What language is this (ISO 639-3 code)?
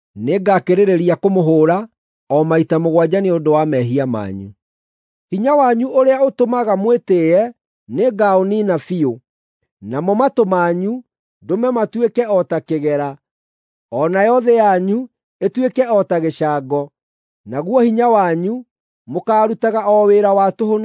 kik